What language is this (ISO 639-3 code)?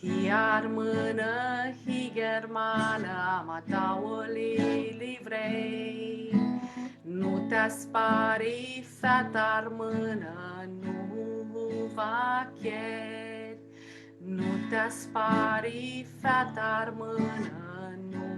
rup